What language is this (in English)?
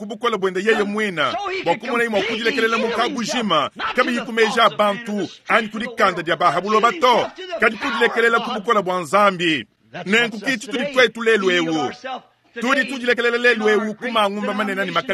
Luba-Lulua